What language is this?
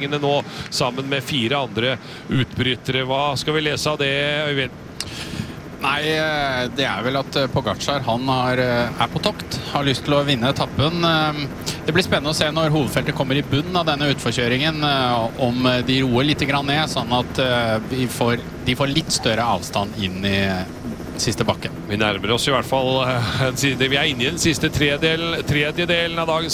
Norwegian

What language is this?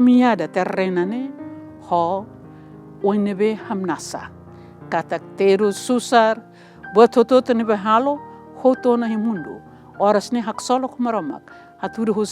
Tetum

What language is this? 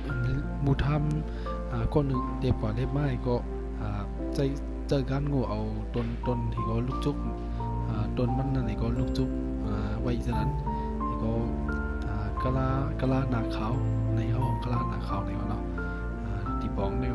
Shan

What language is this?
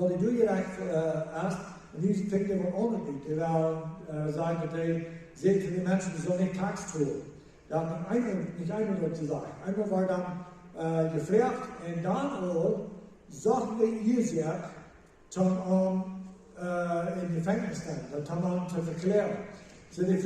Plautdietsch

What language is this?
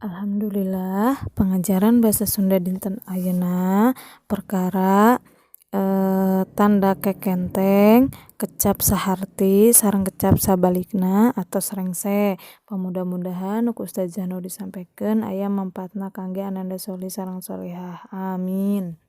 Sundanese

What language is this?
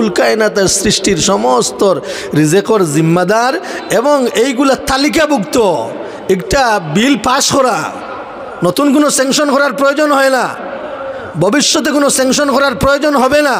Sylheti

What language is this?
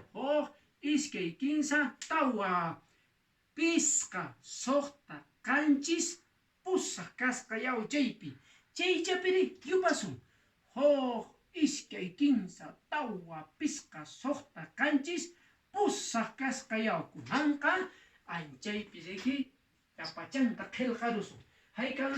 Quechua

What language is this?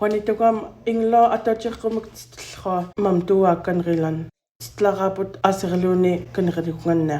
Central Yupik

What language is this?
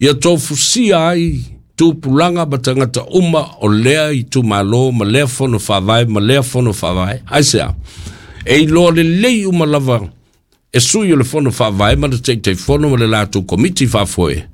Samoan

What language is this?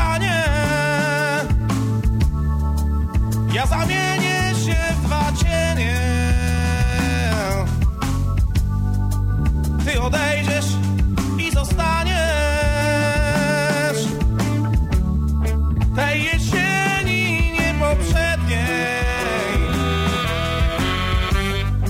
Polish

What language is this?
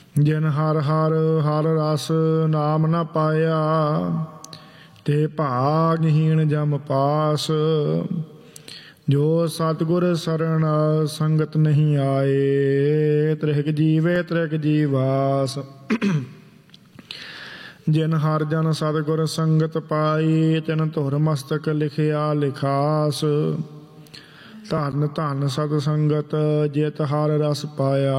Punjabi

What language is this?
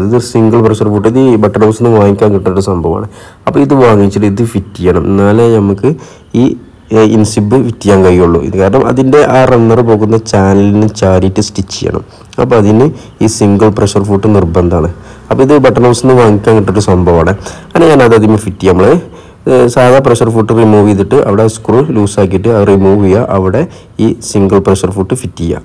Malayalam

